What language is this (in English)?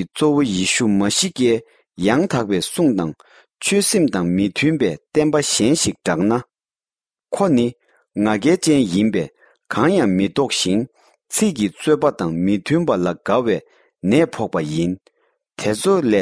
Tibetan